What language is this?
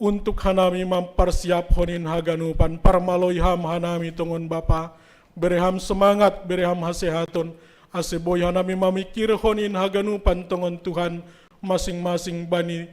Batak Simalungun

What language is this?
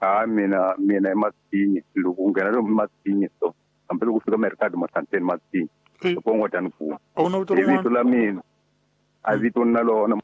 Tsonga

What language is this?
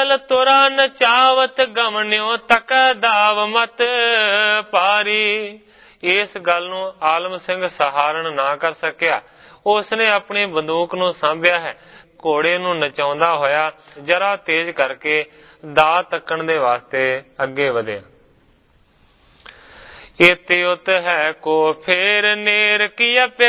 Punjabi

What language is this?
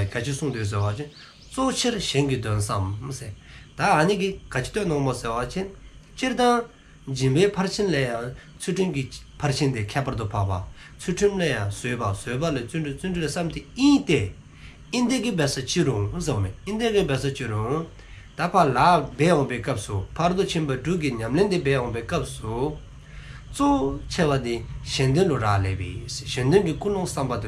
Dzongkha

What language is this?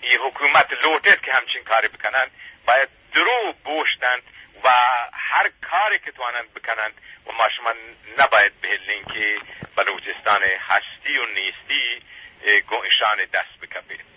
Eastern Balochi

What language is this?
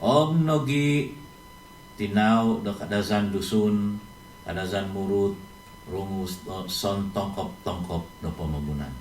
Central Dusun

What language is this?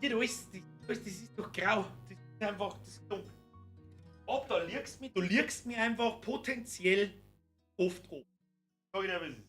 Bavarian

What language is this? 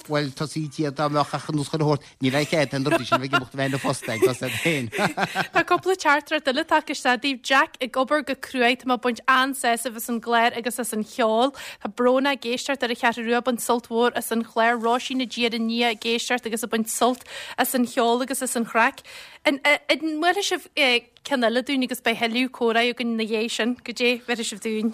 Irish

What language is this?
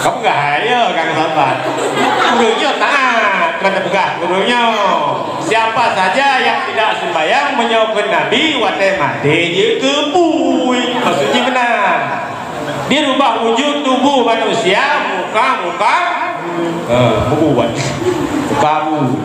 Achinese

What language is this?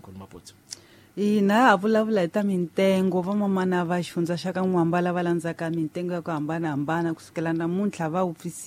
Tsonga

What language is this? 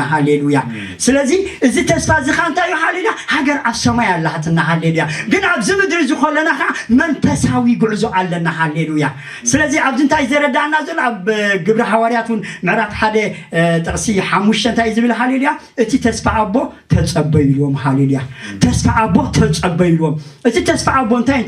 Tigrinya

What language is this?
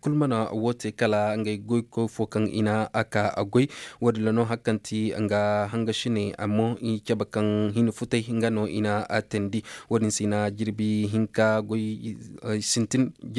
Zarma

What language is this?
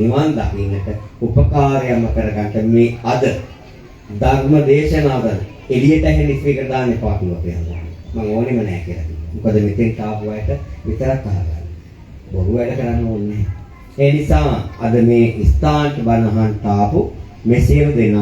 Sinhala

